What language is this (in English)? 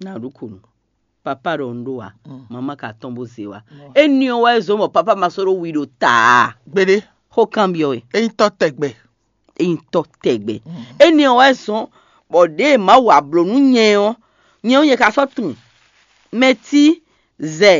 Fon